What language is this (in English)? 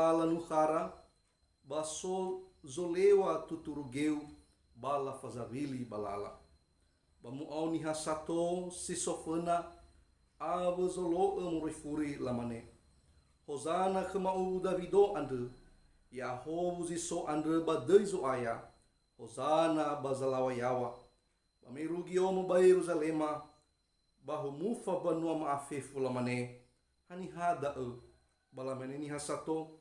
Nias